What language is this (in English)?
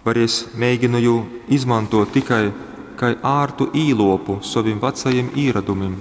Latgalian